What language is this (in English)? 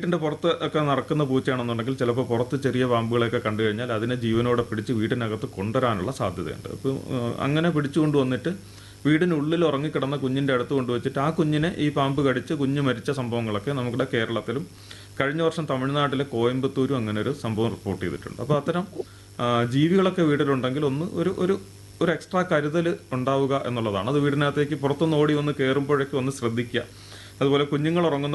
Malayalam